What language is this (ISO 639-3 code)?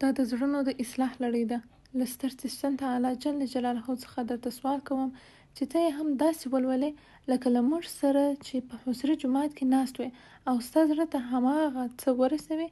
pus